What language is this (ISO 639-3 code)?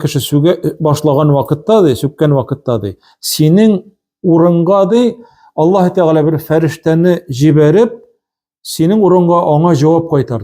tat